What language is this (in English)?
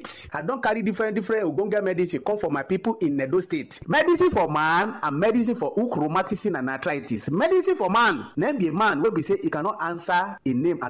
Nigerian Pidgin